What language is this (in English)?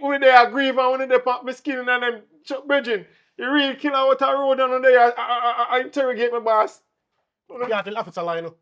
Jamaican Creole English